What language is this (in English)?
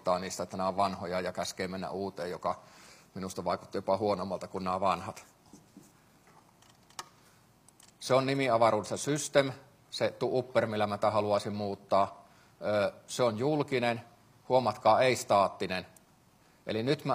Finnish